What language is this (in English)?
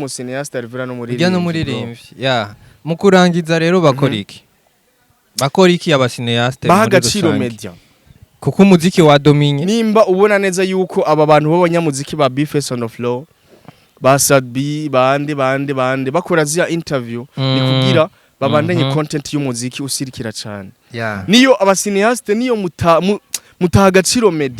Rundi